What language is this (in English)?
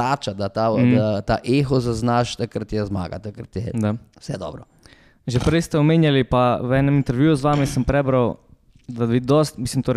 Slovenian